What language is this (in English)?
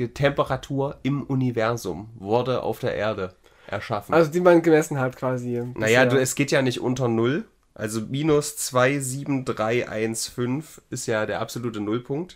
German